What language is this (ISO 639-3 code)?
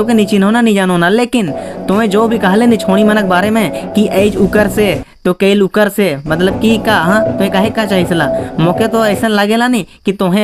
sck